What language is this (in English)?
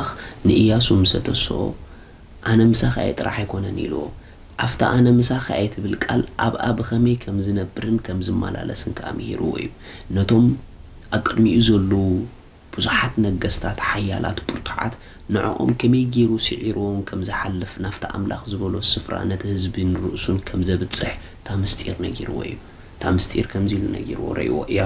Tigrinya